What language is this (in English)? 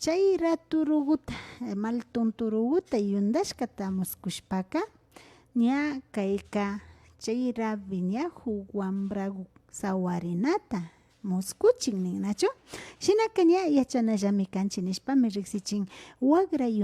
Imbabura Highland Quichua